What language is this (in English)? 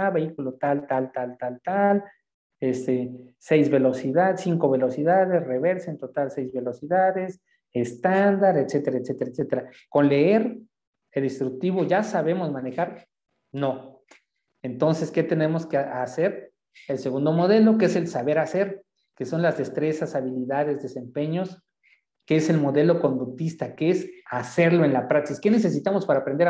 Spanish